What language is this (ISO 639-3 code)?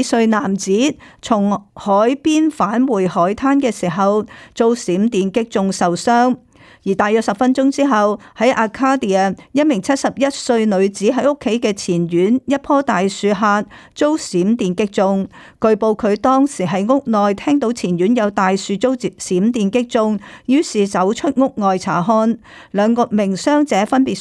yue